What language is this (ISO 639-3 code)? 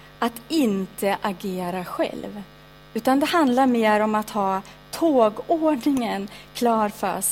swe